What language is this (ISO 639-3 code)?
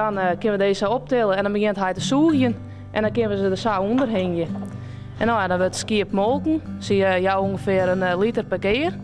fry